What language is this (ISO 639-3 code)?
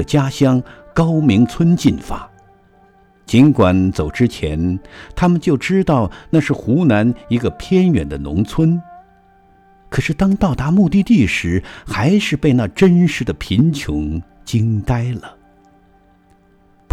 zho